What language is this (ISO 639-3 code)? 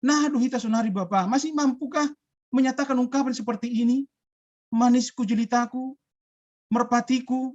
bts